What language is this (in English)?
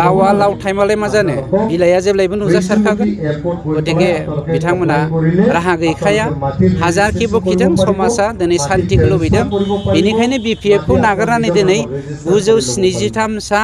Bodo